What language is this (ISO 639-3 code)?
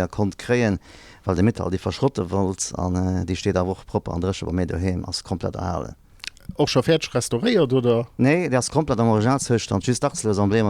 ltz